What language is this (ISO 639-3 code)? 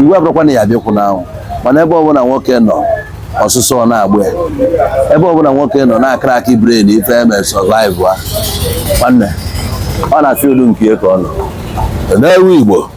ibo